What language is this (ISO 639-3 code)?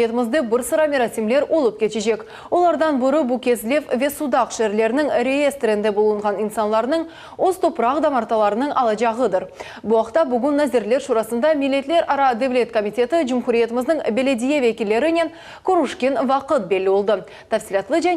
crh